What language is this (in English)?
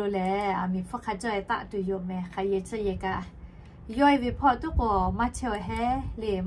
Lahu